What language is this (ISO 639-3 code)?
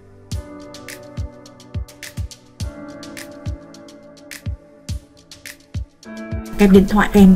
vie